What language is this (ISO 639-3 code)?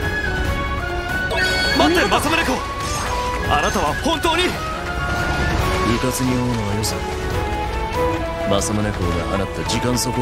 jpn